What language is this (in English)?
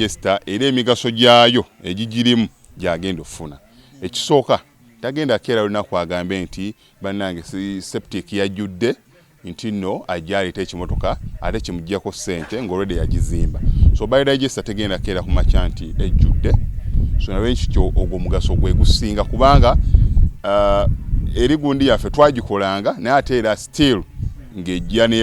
Ganda